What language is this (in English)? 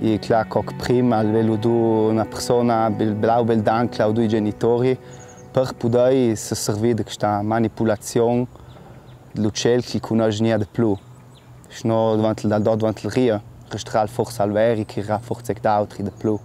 Ladin